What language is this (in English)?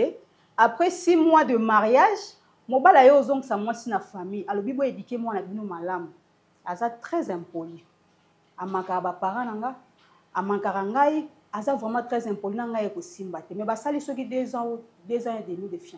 Lingala